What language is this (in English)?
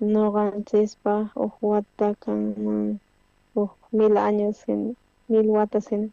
South Bolivian Quechua